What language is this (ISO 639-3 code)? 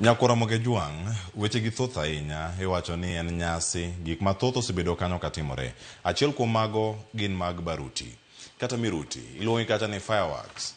luo